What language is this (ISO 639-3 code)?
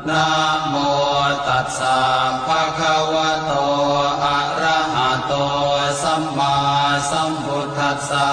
pli